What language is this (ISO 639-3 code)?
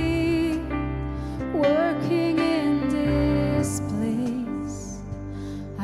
gsw